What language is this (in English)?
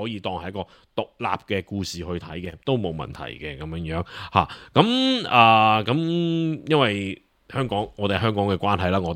Cantonese